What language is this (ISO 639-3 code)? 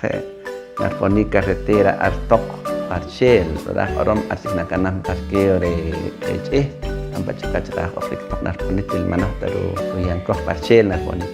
poh